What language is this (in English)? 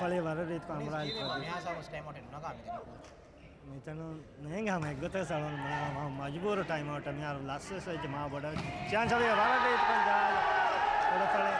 Divehi